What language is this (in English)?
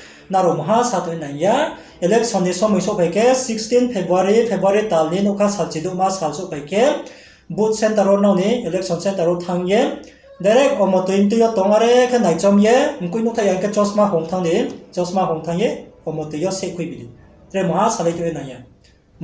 Riang (India)